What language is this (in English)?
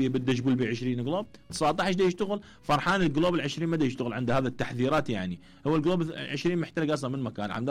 Mesopotamian Arabic